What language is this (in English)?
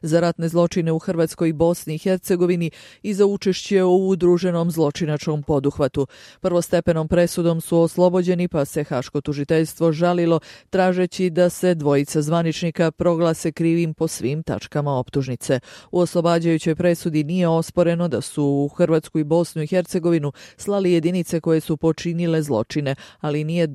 Bosnian